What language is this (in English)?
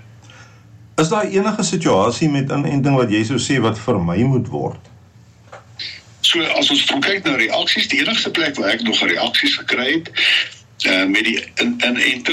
Afrikaans